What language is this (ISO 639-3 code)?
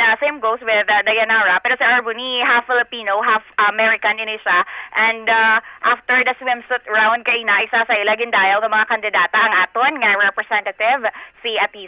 hil